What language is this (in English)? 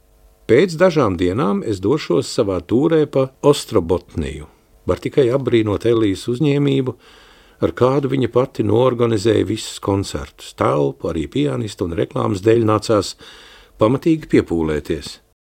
Latvian